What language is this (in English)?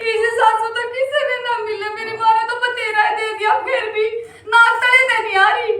Haryanvi